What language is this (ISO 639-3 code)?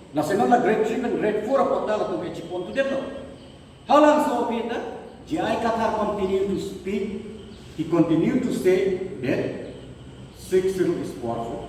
mjw